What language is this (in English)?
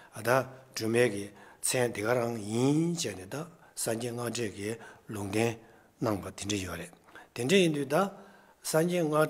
Tibetan